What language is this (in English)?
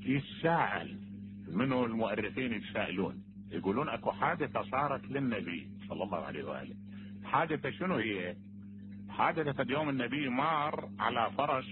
Mesopotamian Arabic